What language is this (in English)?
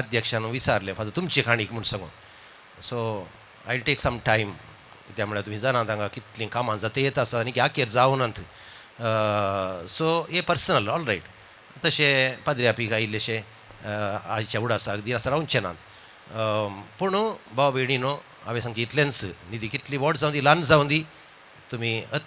Konkani